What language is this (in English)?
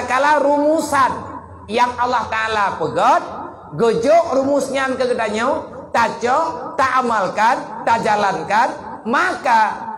Achinese